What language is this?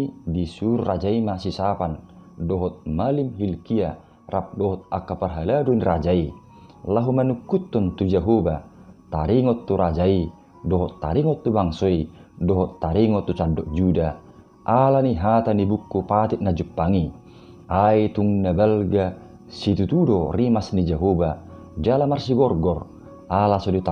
Batak Toba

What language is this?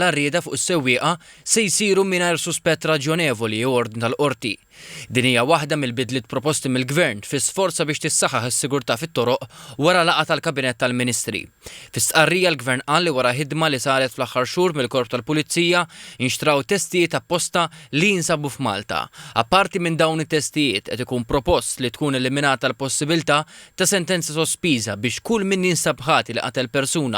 Maltese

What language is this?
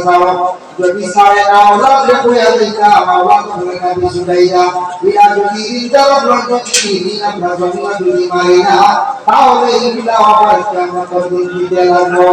Sylheti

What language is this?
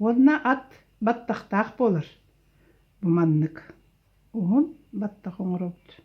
Yakut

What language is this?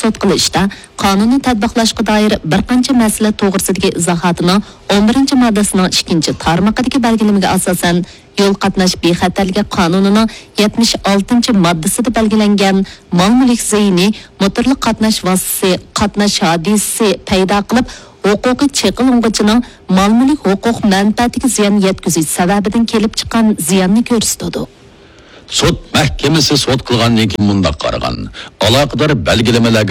Uyghur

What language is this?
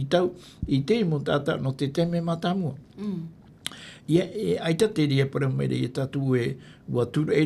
Tahitian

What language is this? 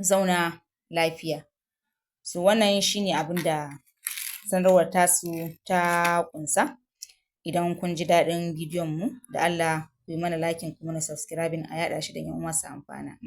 Hausa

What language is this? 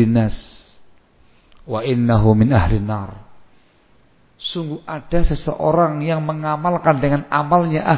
Indonesian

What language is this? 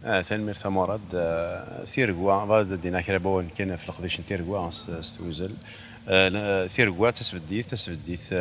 Kabyle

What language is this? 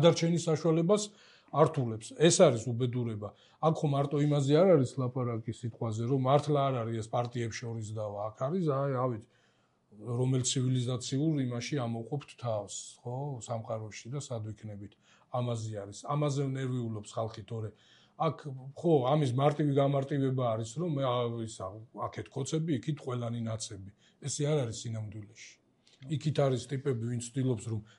Georgian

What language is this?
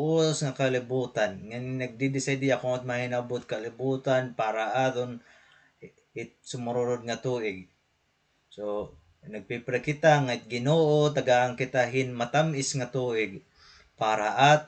Waray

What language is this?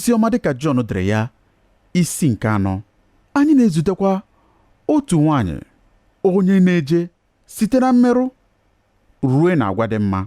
Igbo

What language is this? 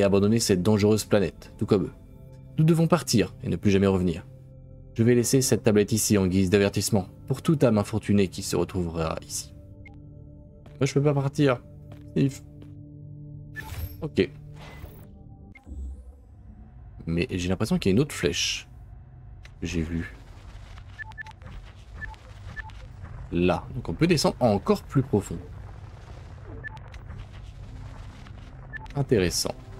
French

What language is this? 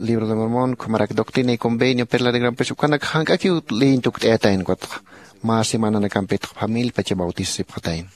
Aymara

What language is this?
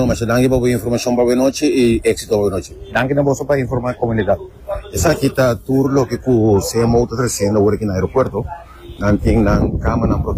Papiamento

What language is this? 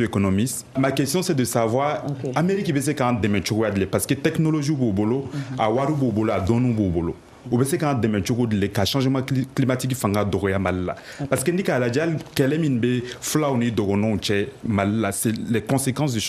Bambara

